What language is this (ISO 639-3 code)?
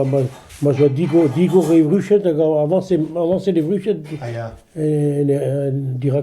bre